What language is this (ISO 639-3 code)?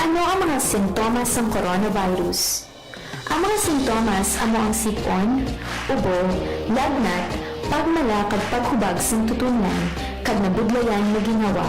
hil